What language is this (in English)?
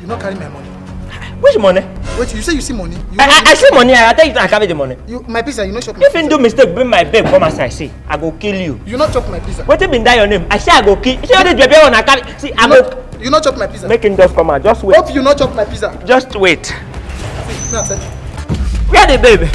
Nigerian Pidgin